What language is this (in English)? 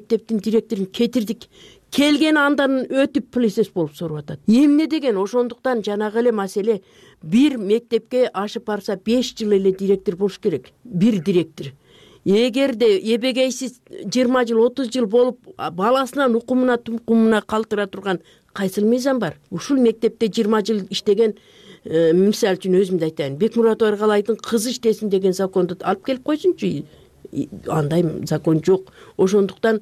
Kyrgyz